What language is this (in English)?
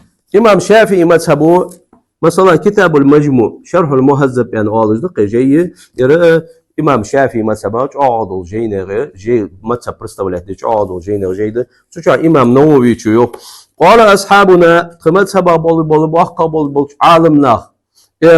Ingush